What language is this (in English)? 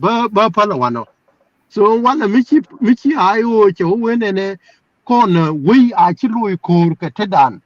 Nuer